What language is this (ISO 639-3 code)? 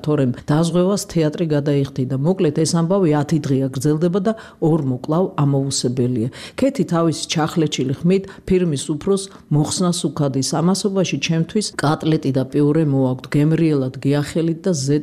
kat